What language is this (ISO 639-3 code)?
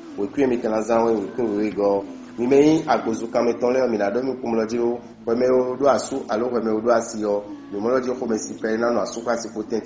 fon